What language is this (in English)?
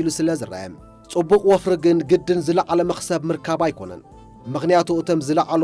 Tigrinya